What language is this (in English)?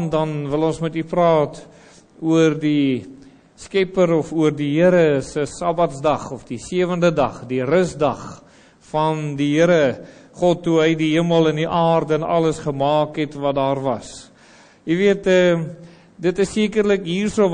Afrikaans